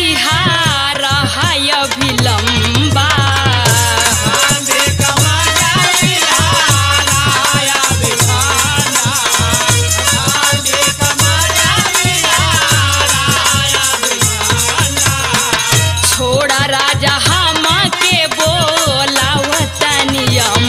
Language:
Bhojpuri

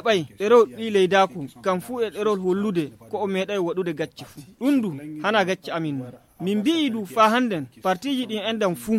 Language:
Fula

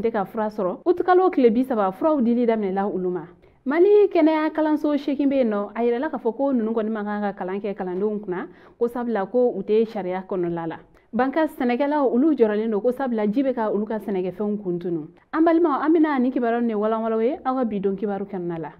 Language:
Bambara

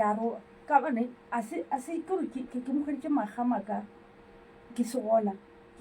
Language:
Northern Sotho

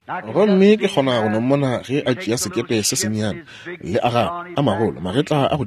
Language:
Northern Sotho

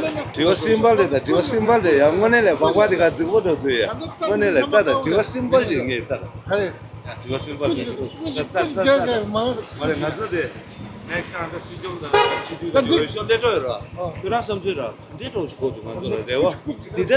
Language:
Tibetan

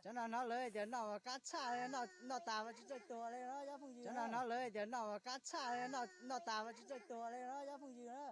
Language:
Hmong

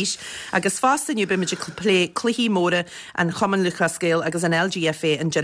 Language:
Irish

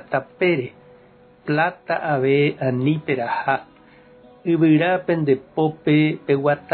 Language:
Guarani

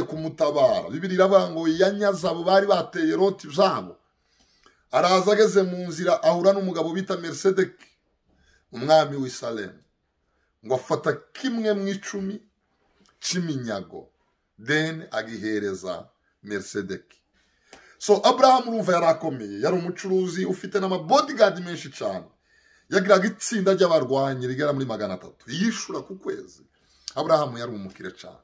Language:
Kinyarwanda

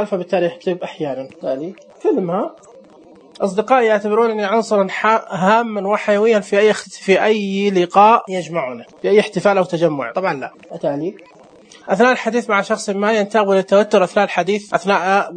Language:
Najdi Arabic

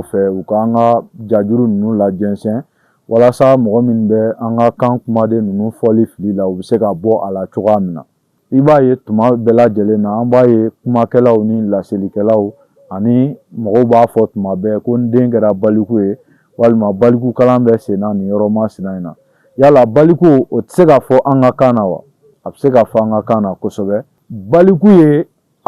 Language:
Bambara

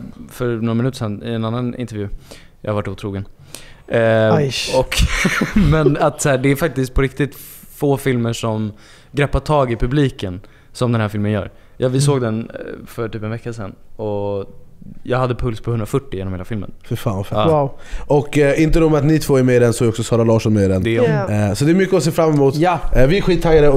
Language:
Swedish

